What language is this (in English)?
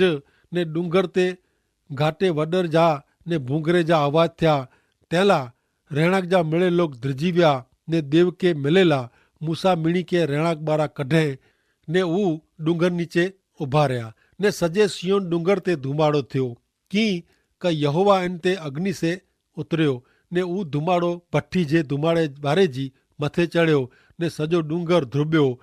Kachhi